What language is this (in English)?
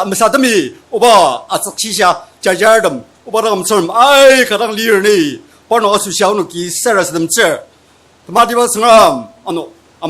Ao Naga